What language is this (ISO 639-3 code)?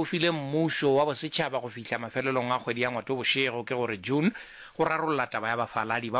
nso